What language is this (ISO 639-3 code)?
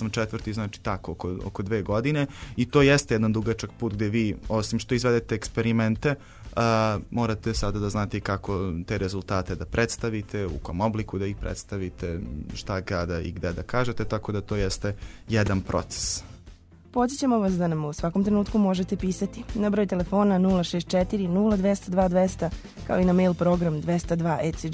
srp